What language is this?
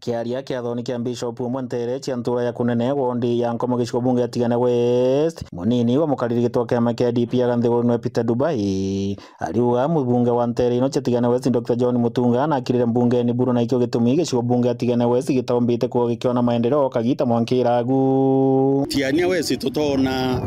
Meru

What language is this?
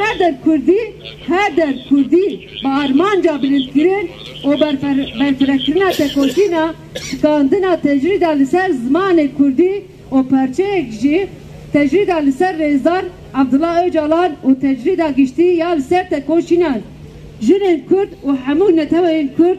Kurdish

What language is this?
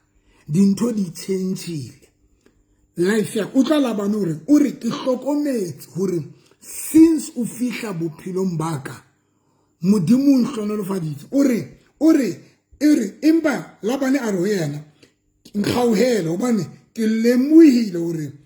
Southern Sotho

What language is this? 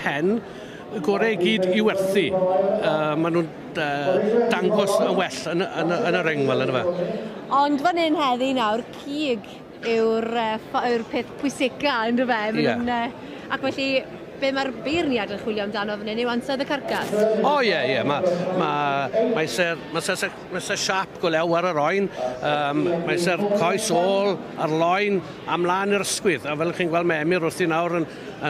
Welsh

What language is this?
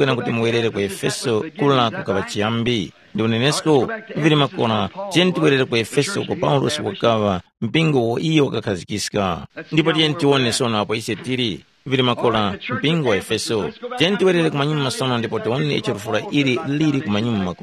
Tumbuka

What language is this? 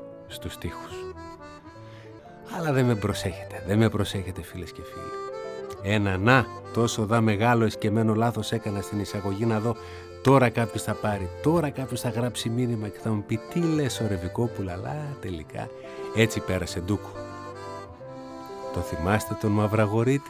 Greek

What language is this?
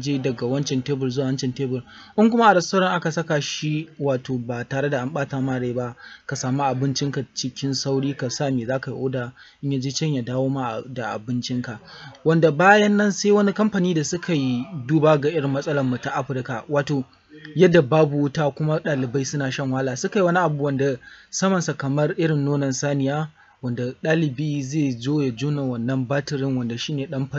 Hausa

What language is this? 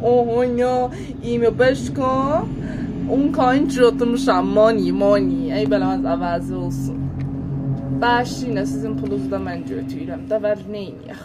South Azerbaijani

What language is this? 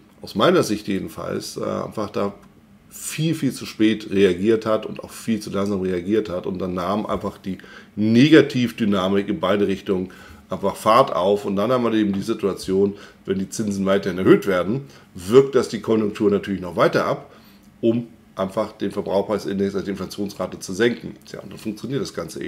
German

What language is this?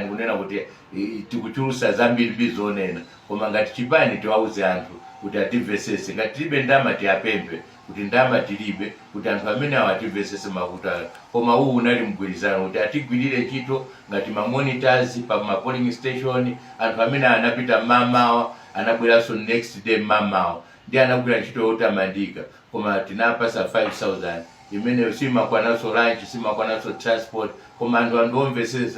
Nyanja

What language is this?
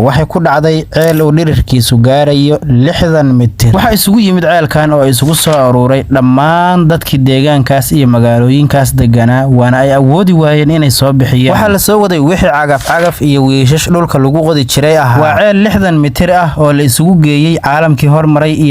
Somali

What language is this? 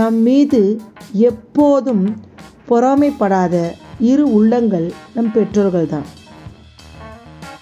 Tamil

